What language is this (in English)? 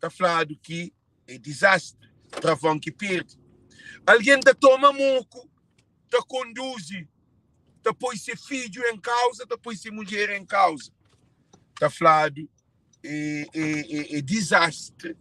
Kabuverdianu